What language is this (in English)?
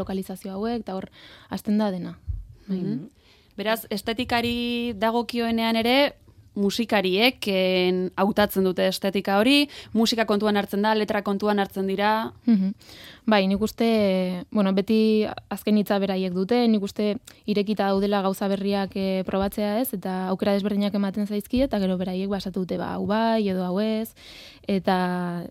Basque